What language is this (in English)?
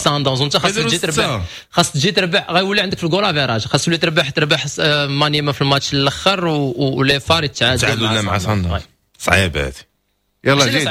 Moroccan Arabic